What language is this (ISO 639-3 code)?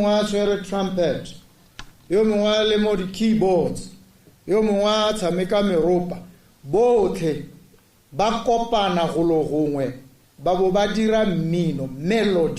tsn